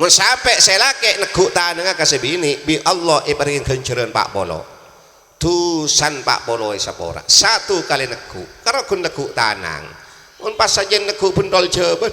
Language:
Madurese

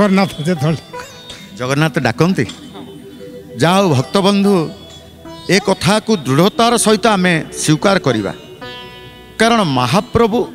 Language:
Odia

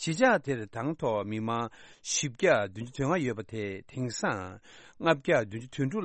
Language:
Tibetan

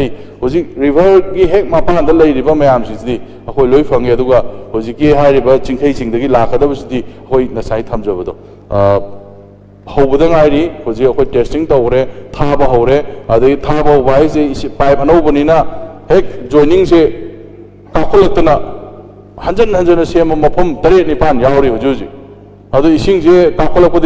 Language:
Manipuri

